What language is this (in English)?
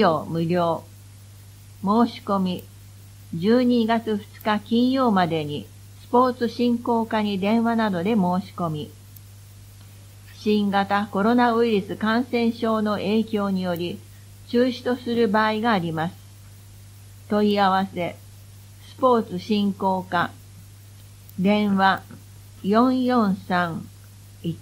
Japanese